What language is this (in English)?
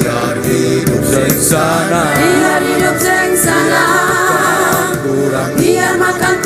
Ambonese Malay